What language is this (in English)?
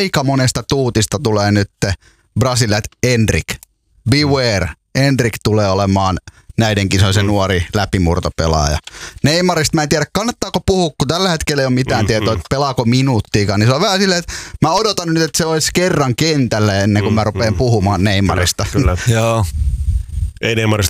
Finnish